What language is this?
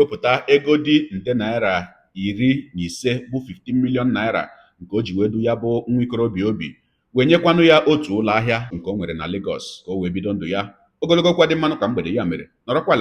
Igbo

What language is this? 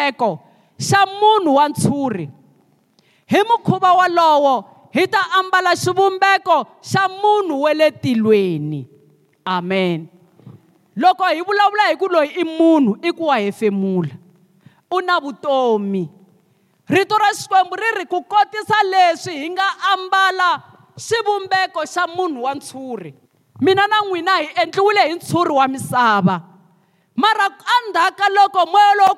Tsonga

